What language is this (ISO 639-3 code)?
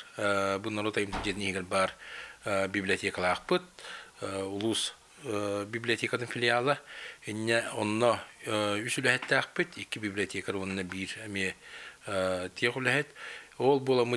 sah